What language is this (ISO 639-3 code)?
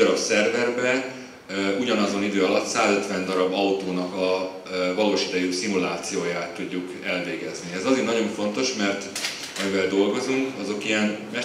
hun